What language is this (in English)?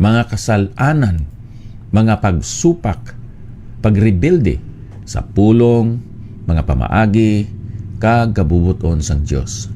Hiligaynon